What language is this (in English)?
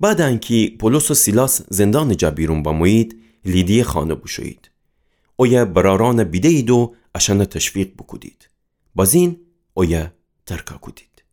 Gilaki